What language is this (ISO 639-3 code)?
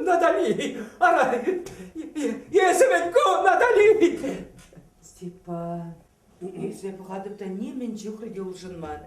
chv